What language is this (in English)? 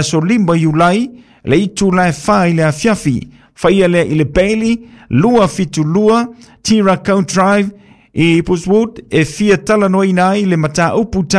Samoan